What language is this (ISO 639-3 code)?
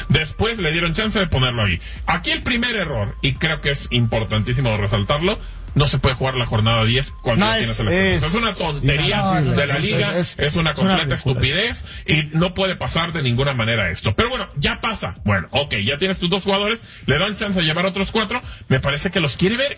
spa